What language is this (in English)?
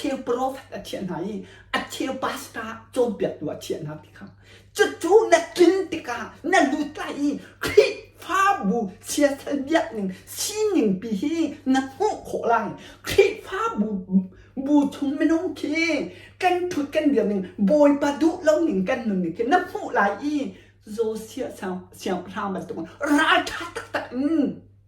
Hakha Chin